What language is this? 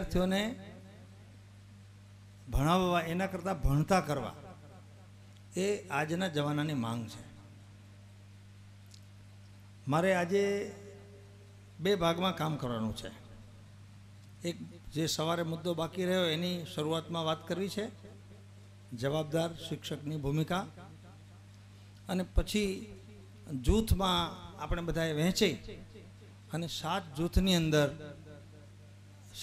Gujarati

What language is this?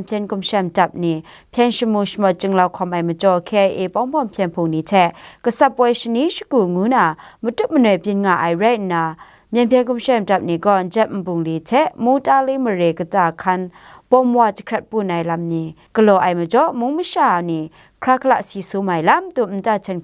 Kachin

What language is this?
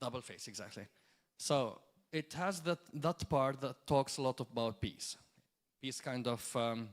English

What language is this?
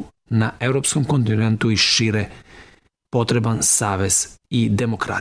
Serbian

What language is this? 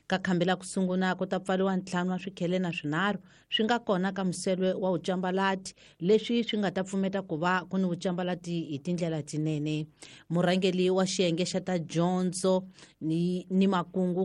Tsonga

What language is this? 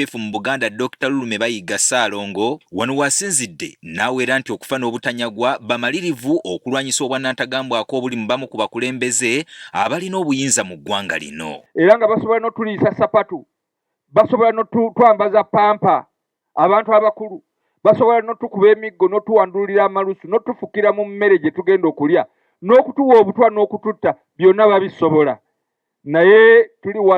Ganda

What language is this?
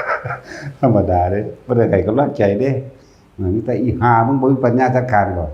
Northeastern Thai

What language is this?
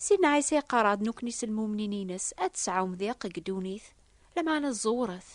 Kabyle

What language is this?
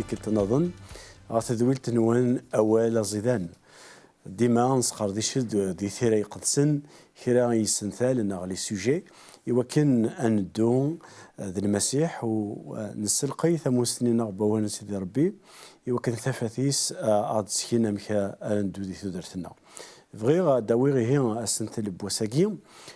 Kabyle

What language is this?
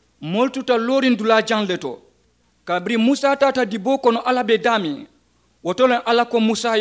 Mandingo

